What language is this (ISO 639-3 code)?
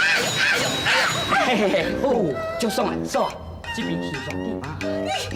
nan